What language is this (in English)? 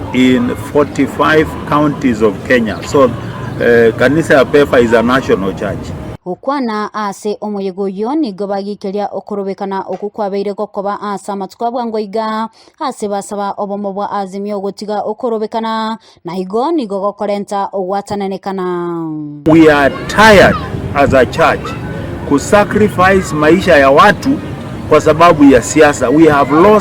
Gusii